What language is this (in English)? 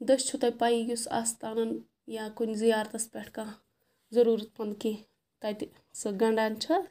Kashmiri